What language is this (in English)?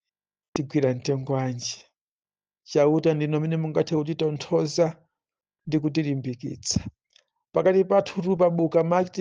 Nyanja